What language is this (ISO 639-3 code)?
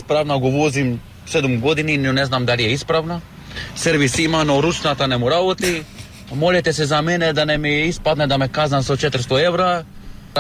mkd